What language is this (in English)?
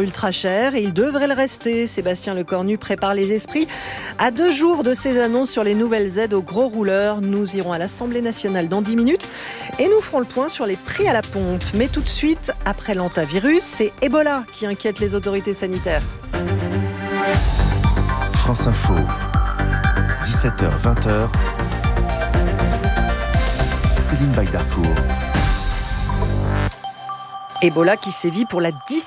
French